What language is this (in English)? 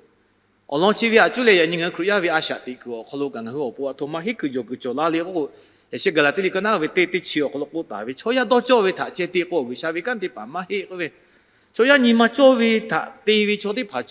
Lahu